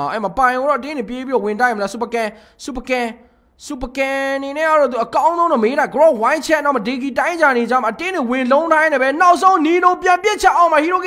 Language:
Burmese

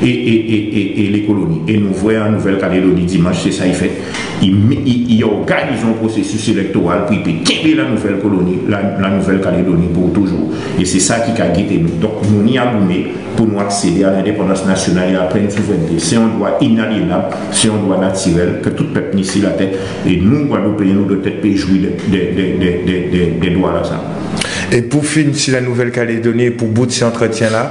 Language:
Guadeloupean Creole French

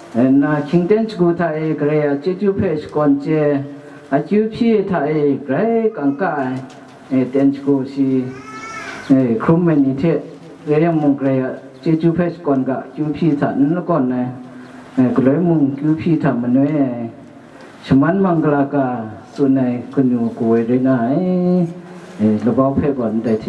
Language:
Kachin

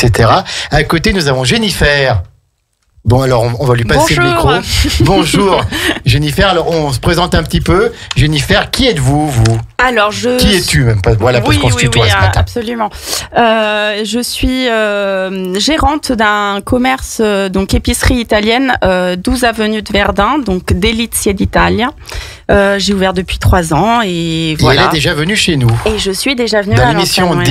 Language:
French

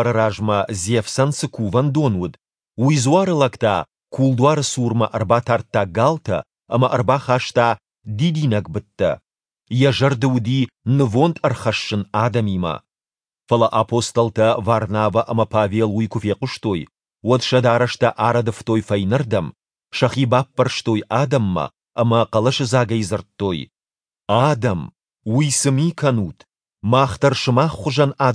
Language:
Ossetic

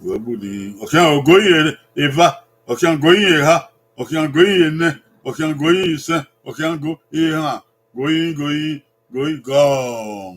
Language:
Bini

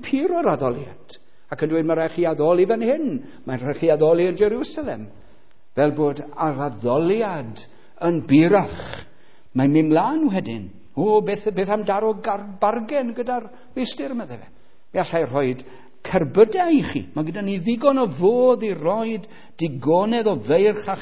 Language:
Welsh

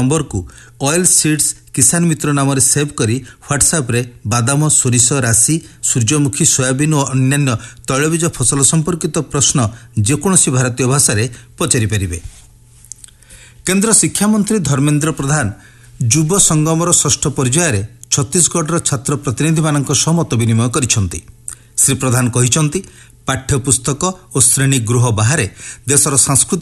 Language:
Odia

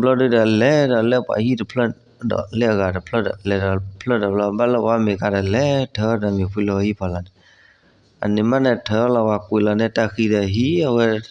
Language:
S'gaw Karen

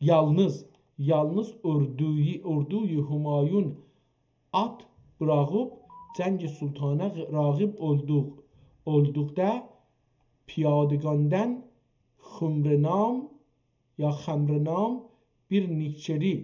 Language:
South Azerbaijani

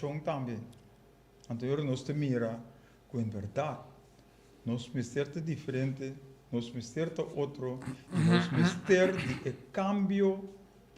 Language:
Papiamento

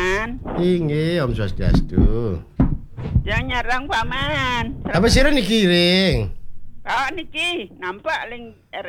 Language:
Balinese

